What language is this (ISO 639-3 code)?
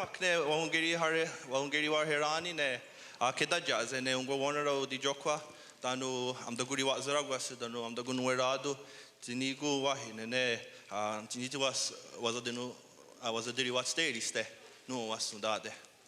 moh